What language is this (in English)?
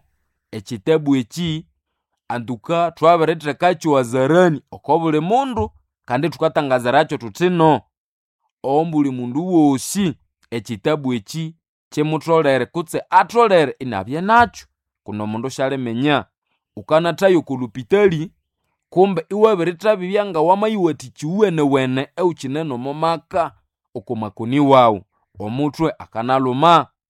Nande